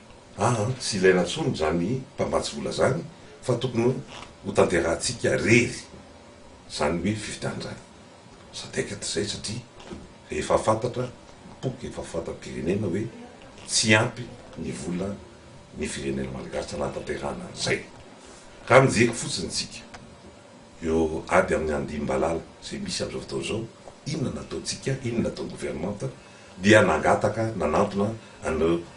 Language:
Malagasy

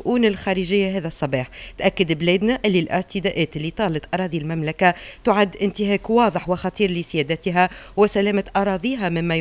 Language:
Tunisian Arabic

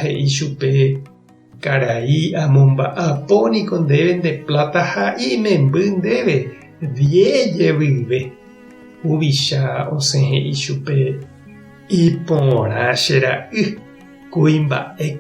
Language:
Guarani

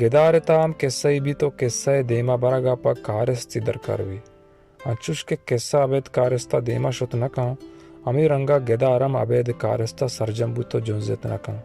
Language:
Baluchi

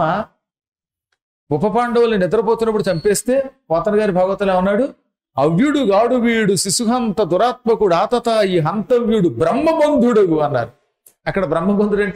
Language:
Telugu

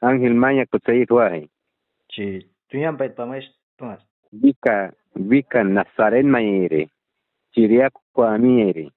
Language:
Aguaruna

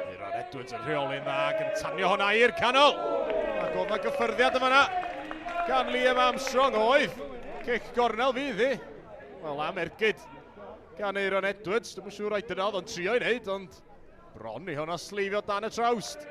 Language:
Welsh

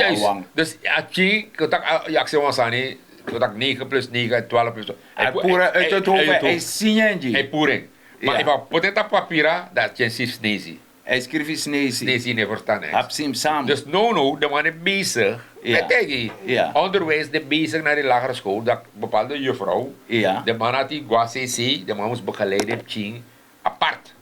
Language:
Sranan Tongo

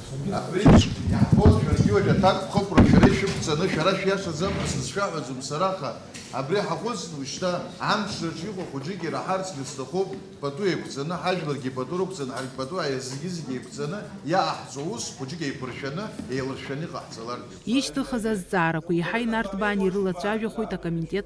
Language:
Abkhazian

